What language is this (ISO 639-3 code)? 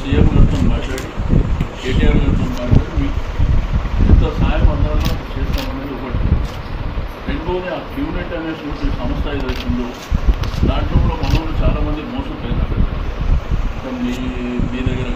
tel